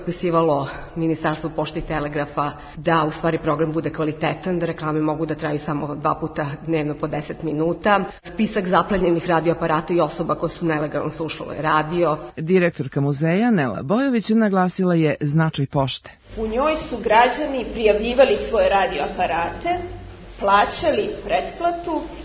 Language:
Serbian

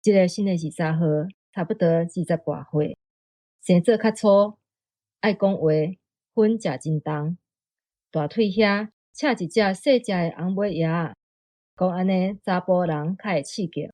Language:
Min Nan Chinese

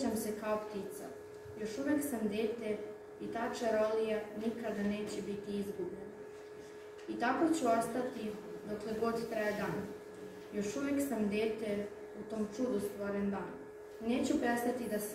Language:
Serbian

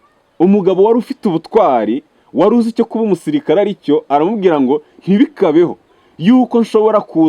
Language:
Kinyarwanda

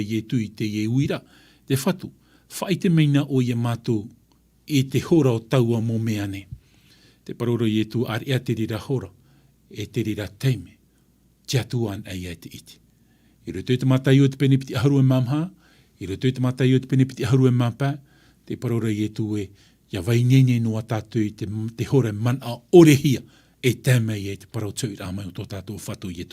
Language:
Tahitian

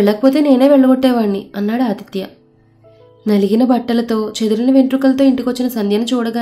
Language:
Telugu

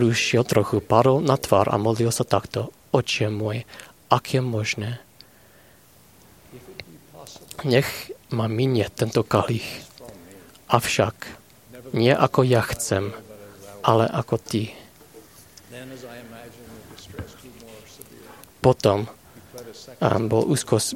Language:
Slovak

